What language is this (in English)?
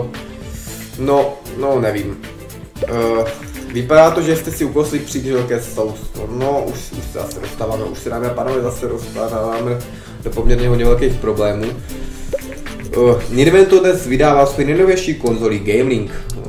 Czech